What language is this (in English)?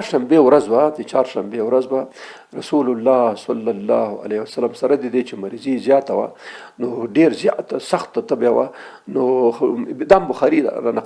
Pashto